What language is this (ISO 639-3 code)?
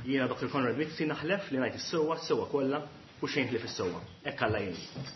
mlt